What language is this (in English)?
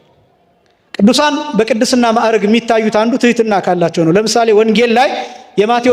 Amharic